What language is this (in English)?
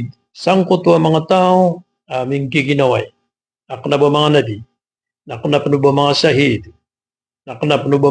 Maranao